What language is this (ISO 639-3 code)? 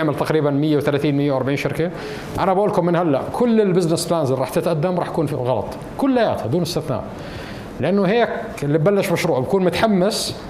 apc